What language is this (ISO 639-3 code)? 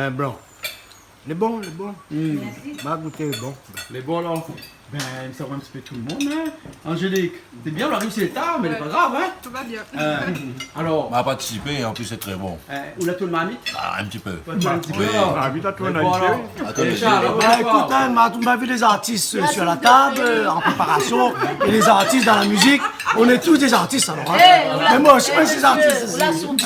rcf